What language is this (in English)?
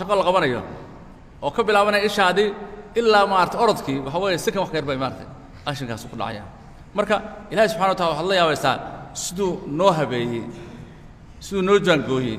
Somali